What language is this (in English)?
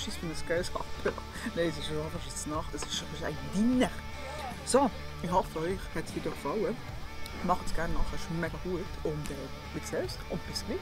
Swiss German